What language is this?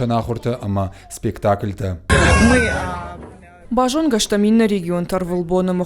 Ossetic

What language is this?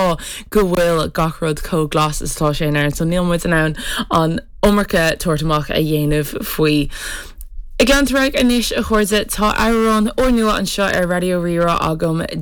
Irish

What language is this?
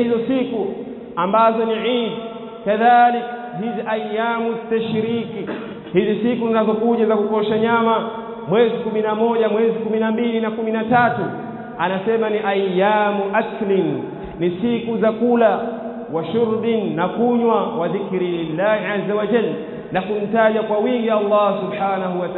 Swahili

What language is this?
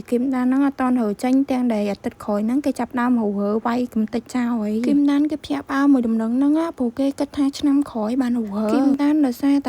Khmer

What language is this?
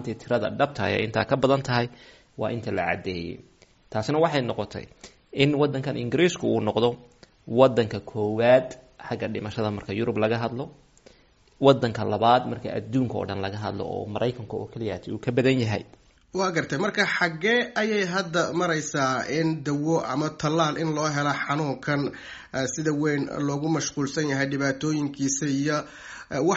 Somali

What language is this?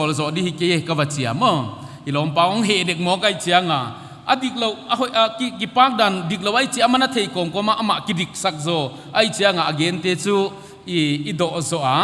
Paite Chin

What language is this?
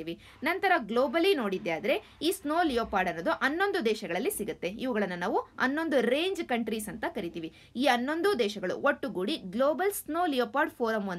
Kannada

